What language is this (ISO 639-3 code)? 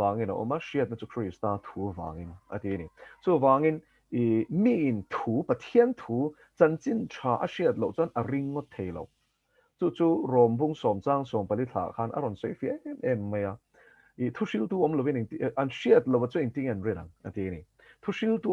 lus